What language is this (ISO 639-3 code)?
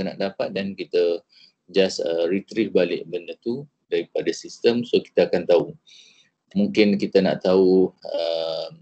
msa